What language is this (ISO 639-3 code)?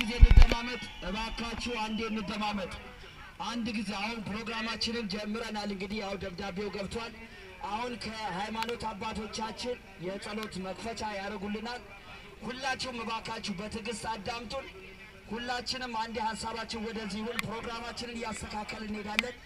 amh